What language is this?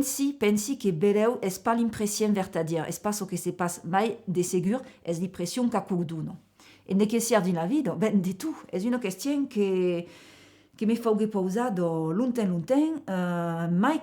Occitan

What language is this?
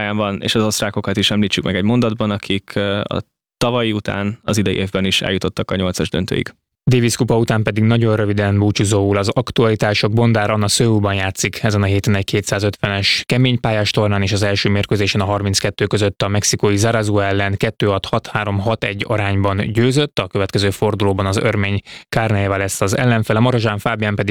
Hungarian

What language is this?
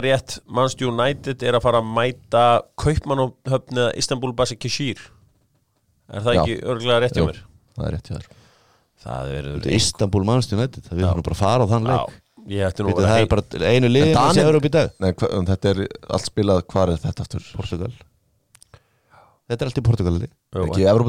Icelandic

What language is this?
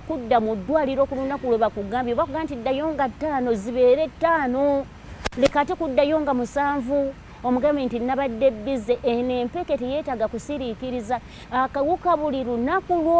Ganda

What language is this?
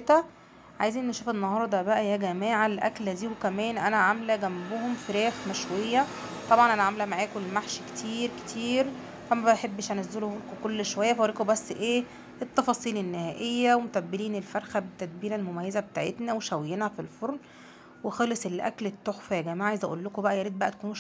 Egyptian Arabic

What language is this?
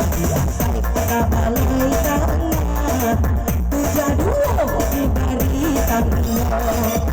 Minangkabau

